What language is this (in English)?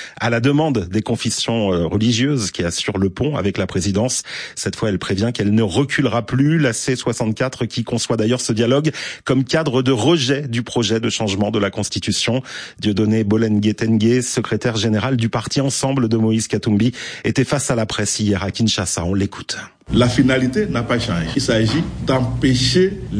French